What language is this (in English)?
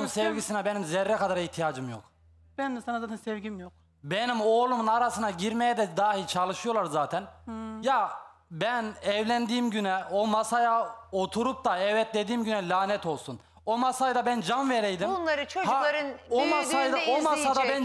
Turkish